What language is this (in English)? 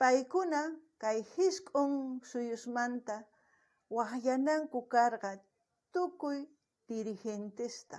South Bolivian Quechua